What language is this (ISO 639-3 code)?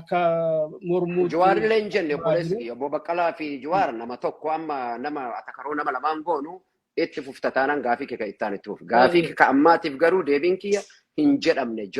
orm